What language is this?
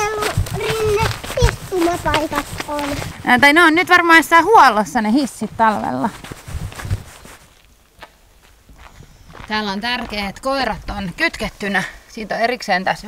Finnish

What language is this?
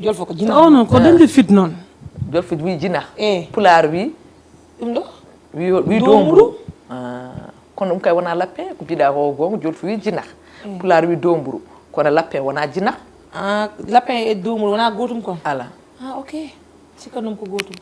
Fula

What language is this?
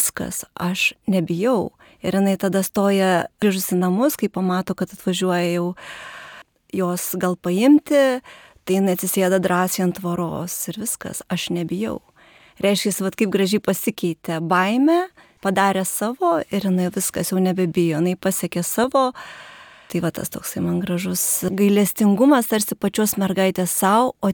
Lithuanian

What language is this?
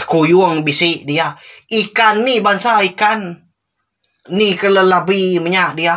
Iban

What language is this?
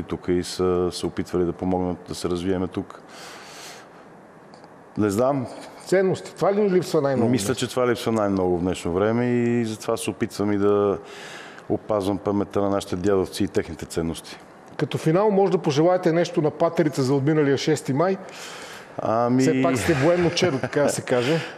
Bulgarian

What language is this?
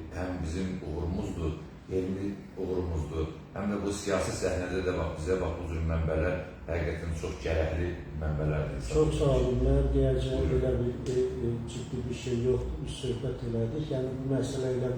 Azerbaijani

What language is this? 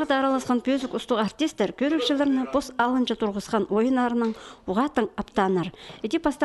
Khakas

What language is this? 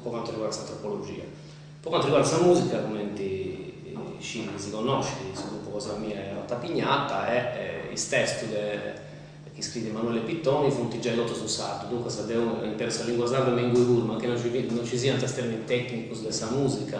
Sardinian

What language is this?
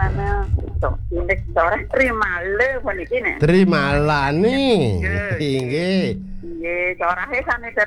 Balinese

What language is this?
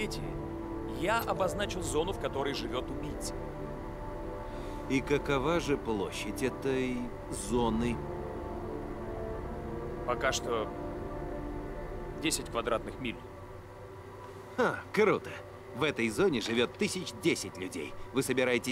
Russian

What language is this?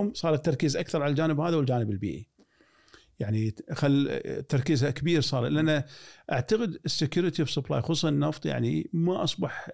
Gulf Arabic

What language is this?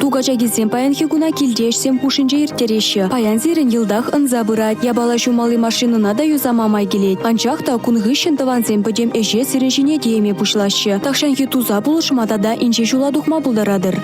Chuvash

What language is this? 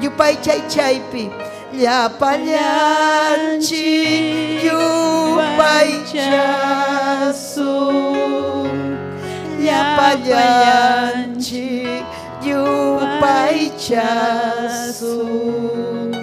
Ayacucho Quechua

